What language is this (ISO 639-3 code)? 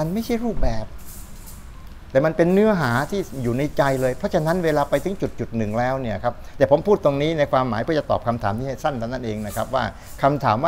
tha